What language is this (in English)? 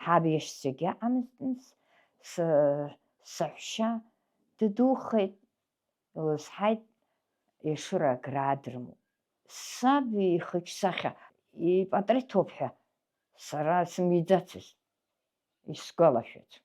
Abkhazian